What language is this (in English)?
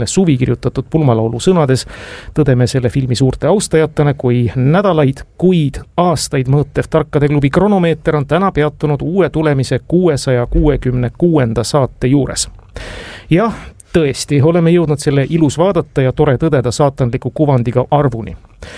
Estonian